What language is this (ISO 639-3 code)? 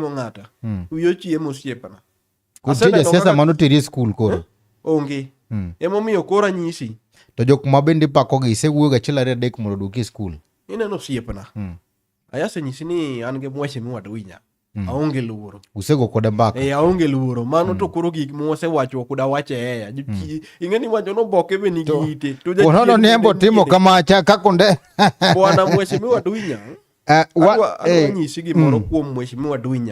luo